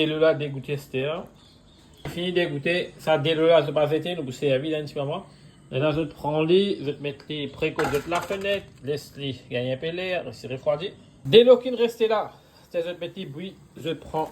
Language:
Morisyen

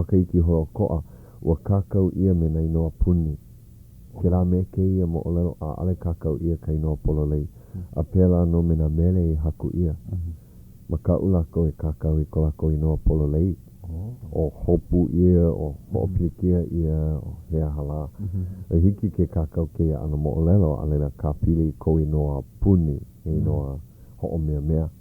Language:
Hawaiian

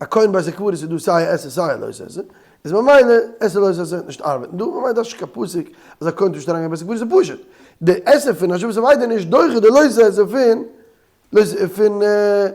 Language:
Yiddish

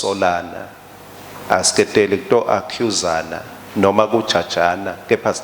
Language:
Swati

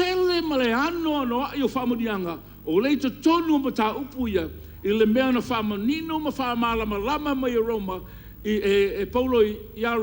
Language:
Samoan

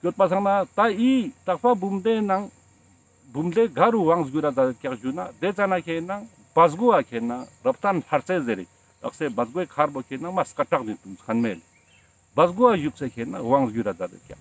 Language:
Ladakhi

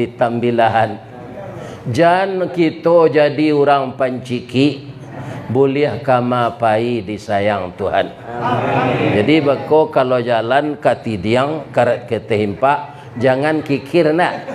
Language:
Minangkabau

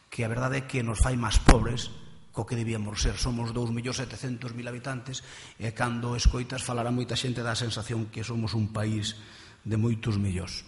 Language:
Galician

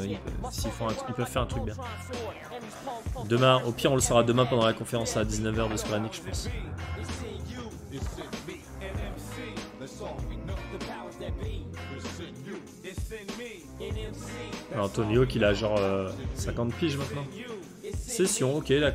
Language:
French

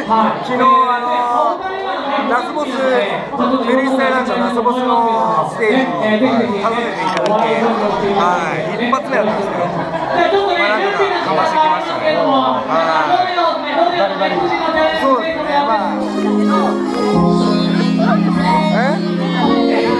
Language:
Japanese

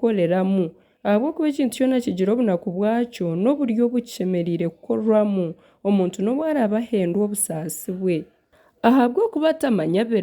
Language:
Nyankole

